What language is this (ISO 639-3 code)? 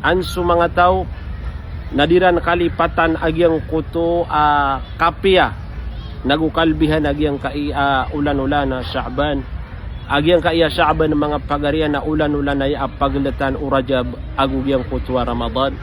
mrw